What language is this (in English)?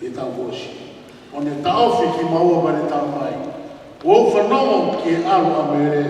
Tongan